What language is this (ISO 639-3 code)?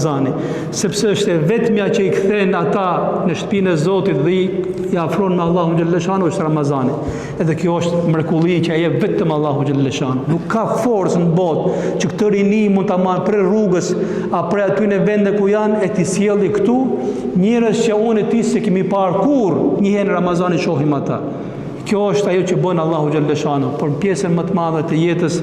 sqi